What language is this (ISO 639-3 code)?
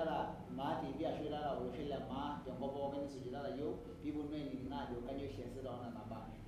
mas